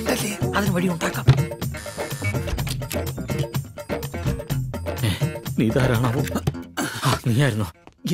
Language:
Malayalam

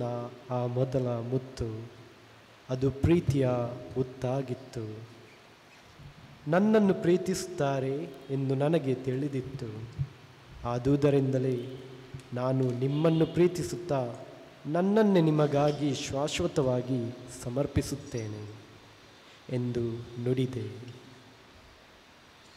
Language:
Kannada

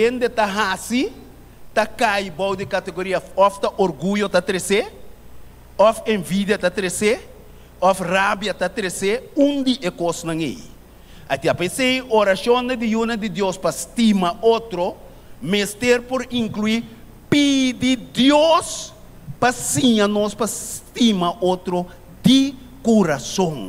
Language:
Papiamento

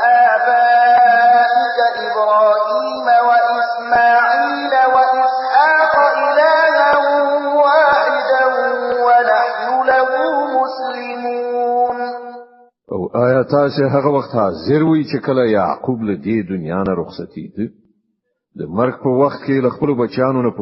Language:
Pashto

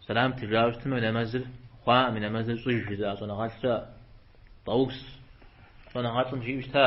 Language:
Kabardian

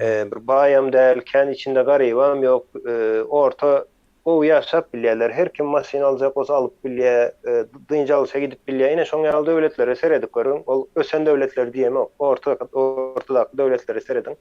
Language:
Turkmen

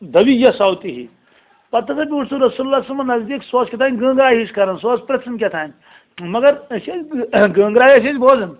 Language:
Kashmiri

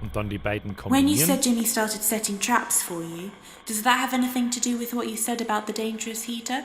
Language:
Bavarian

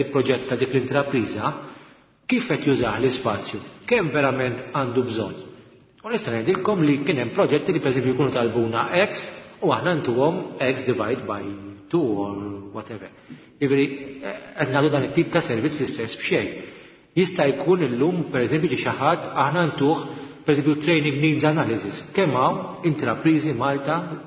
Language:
Maltese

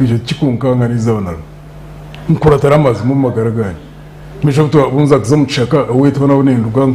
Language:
Nyankole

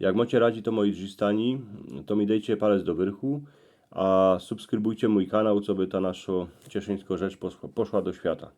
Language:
Silesian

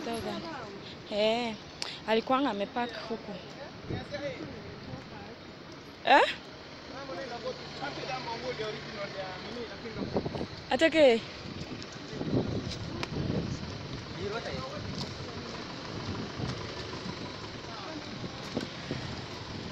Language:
Swahili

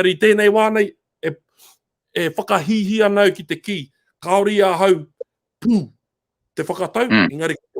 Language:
Māori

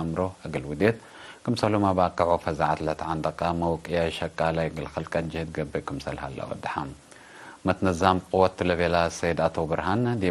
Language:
Tigre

